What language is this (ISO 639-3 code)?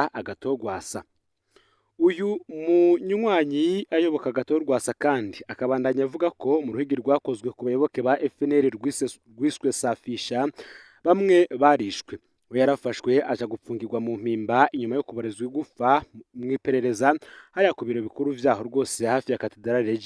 run